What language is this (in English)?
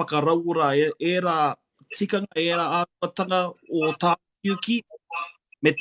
Māori